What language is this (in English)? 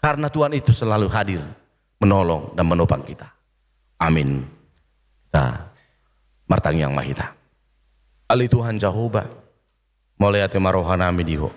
Batak Toba